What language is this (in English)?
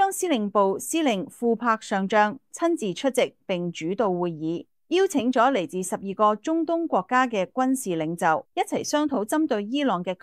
Cantonese